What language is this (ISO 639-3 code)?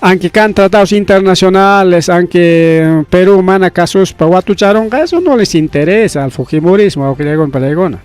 quy